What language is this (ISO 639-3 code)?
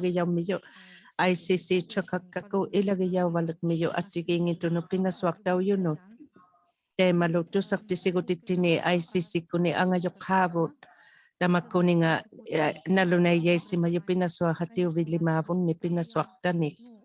iku